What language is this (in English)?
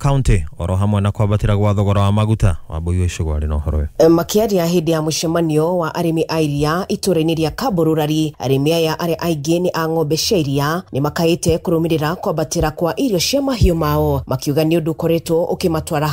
Kikuyu